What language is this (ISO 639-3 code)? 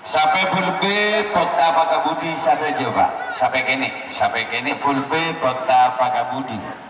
mad